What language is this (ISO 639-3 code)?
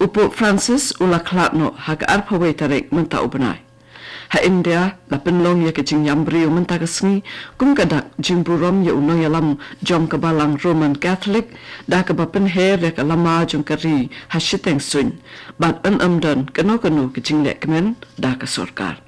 kha